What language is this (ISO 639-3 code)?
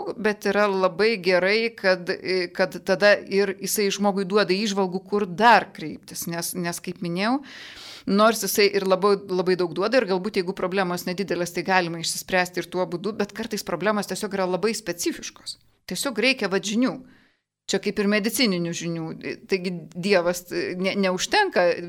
lit